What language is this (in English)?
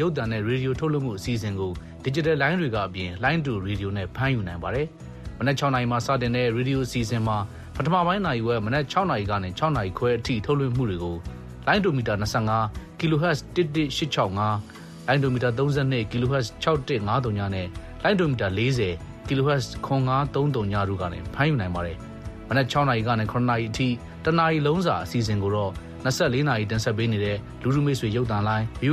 Burmese